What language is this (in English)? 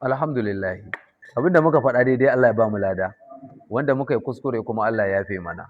Hausa